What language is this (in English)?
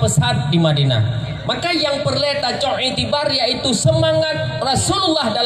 Achinese